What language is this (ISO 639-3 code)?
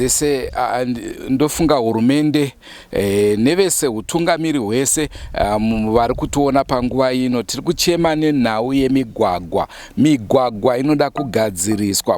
sna